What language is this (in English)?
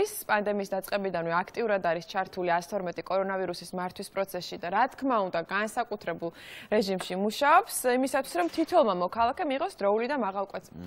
Georgian